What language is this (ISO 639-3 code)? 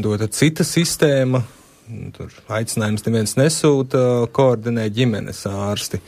lav